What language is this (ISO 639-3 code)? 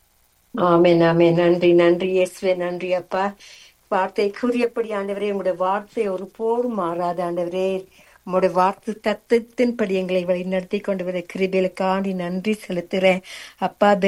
tam